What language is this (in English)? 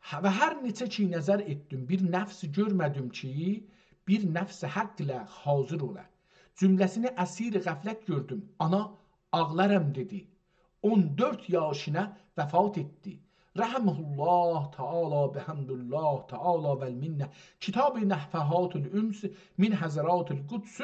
South Azerbaijani